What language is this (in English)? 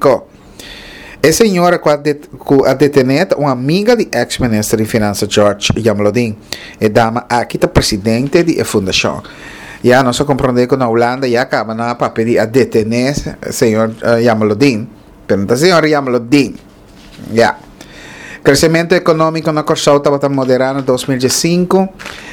Papiamento